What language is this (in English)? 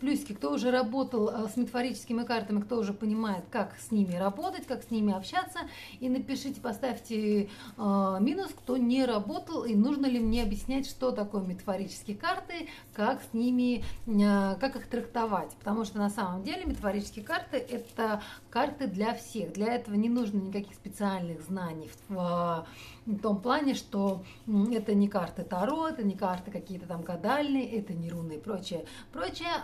Russian